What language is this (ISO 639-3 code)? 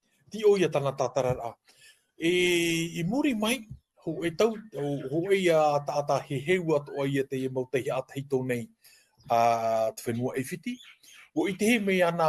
tah